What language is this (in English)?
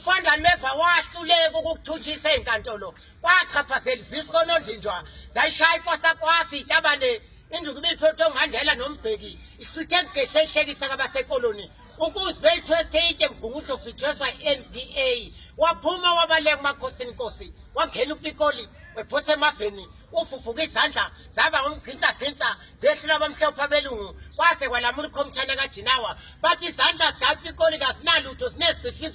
Zulu